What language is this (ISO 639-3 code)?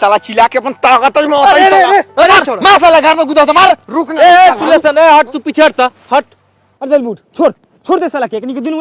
mai